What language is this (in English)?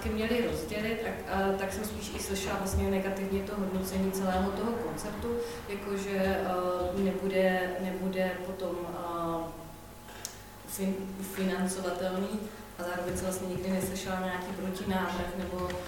Czech